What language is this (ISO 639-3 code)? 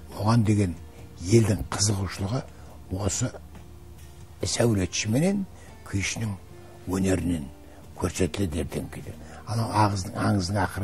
kaz